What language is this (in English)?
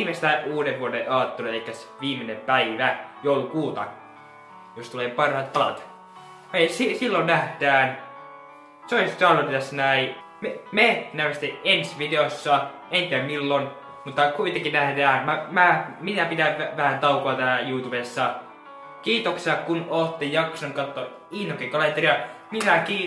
Finnish